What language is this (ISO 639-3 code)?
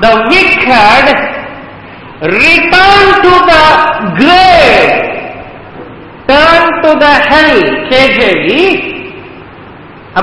tam